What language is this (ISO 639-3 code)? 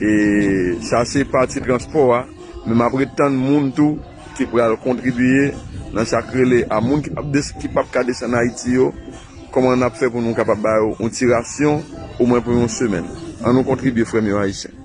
hat